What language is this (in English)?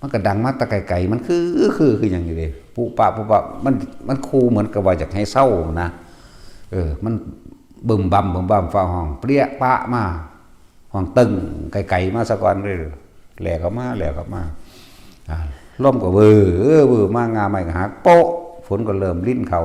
Northeastern Thai